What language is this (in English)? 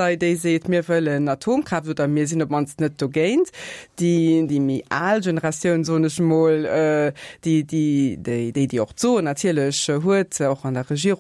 Luxembourgish